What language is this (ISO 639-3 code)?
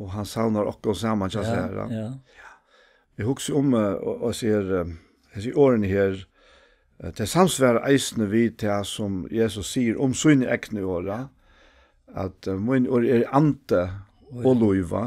fao